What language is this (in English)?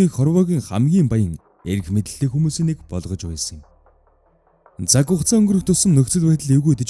Mongolian